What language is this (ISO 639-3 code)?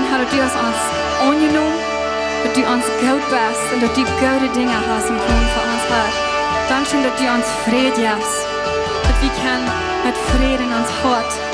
pdt